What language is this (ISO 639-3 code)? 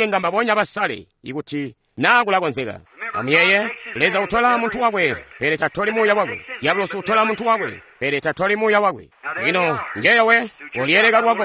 toi